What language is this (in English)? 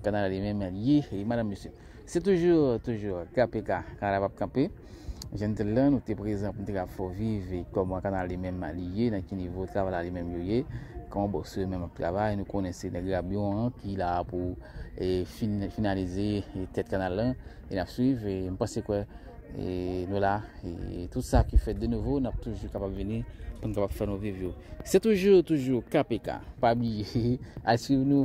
Haitian Creole